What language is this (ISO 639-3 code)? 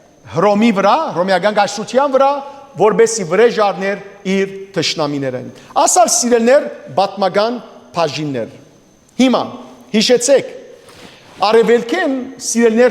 hyw